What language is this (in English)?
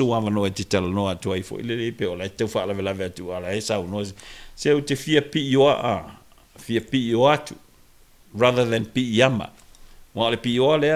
Samoan